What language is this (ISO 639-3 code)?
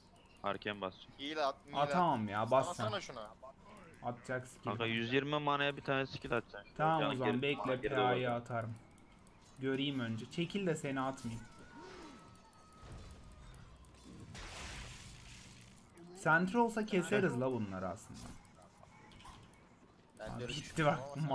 tur